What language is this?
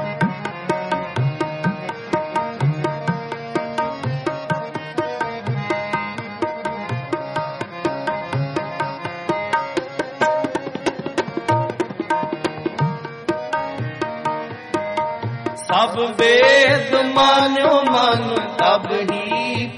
Punjabi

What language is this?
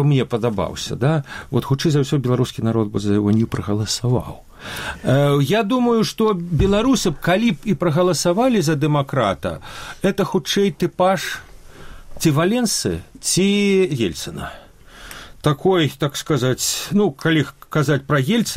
Belarusian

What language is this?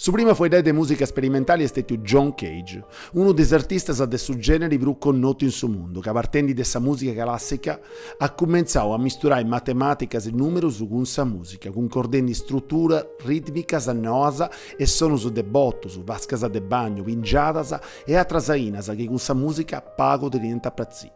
Sardinian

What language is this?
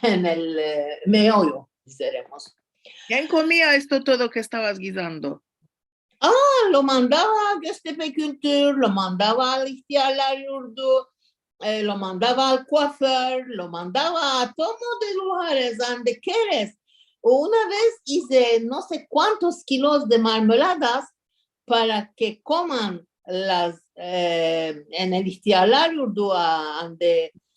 Ladino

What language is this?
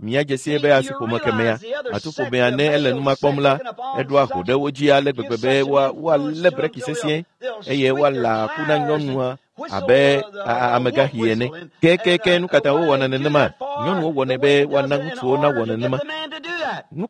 Ewe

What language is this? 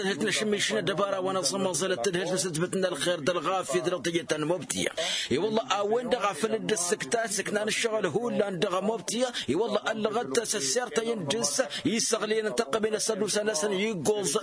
Tamasheq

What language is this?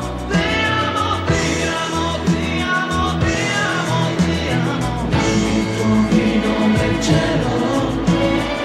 Italian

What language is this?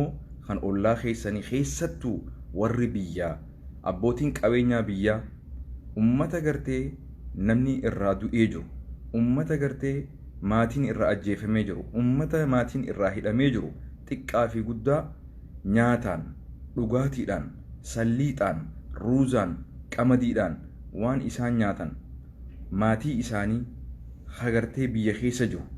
Oromo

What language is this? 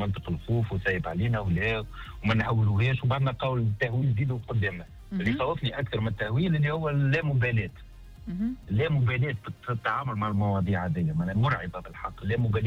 Tunisian Arabic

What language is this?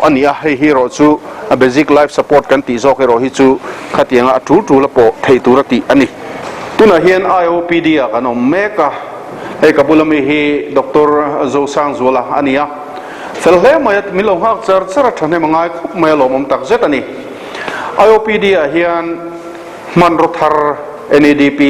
Mizo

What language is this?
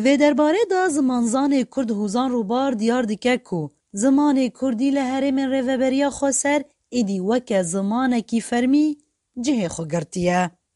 Kurdish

